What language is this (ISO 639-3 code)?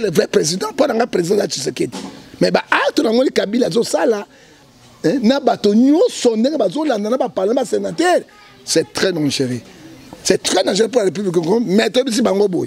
lin